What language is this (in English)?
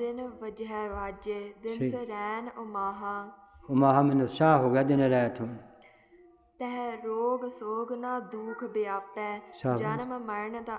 Punjabi